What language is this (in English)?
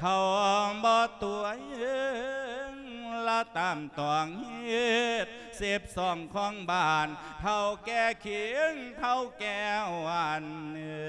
Lao